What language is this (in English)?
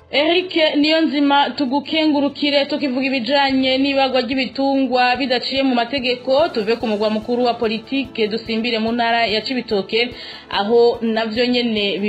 Rundi